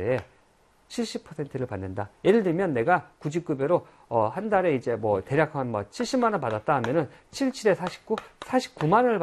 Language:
Korean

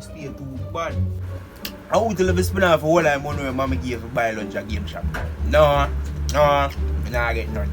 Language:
Jamaican Creole English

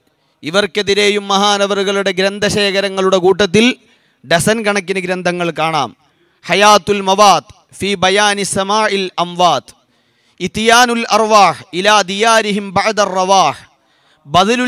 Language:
Malayalam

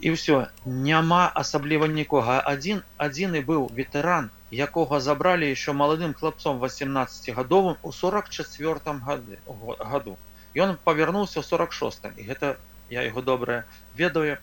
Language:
Belarusian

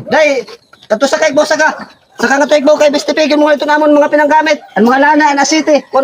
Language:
Waray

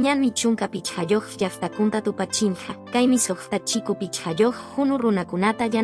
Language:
Quechua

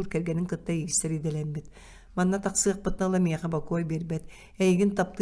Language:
Yakut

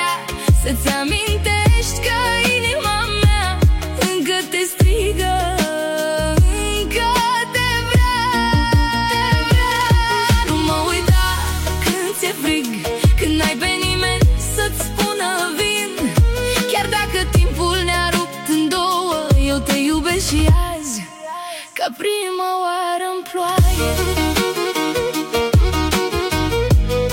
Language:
Romanian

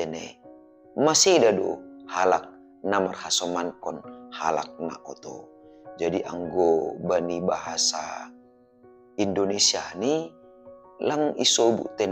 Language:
Batak Simalungun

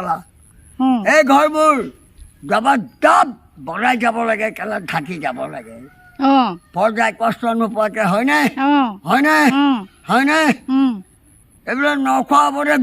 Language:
Assamese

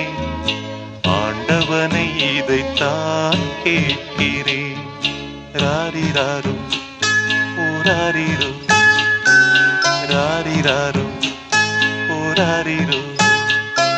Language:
Tamil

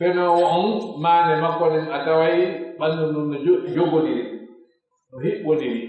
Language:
Pular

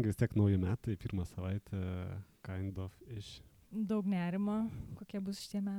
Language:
Lithuanian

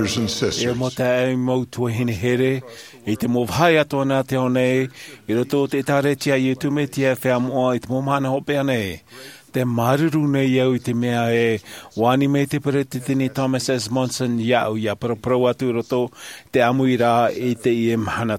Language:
Tahitian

